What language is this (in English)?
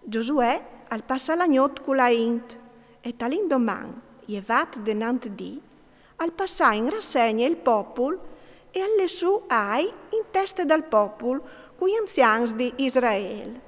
Friulian